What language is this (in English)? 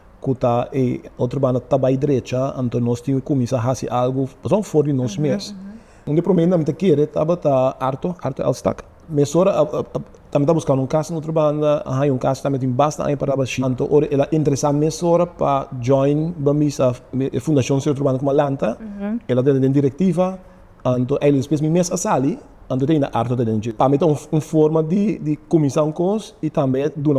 Papiamento